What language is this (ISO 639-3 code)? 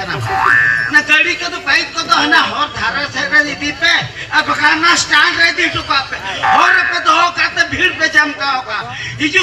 sat